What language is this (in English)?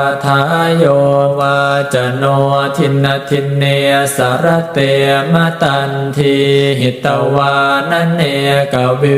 Pali